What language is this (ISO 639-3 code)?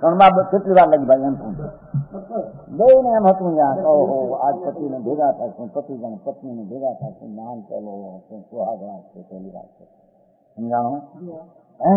guj